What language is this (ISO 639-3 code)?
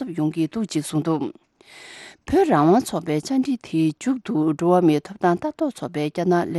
bod